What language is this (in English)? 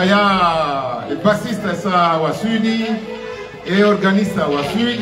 Swahili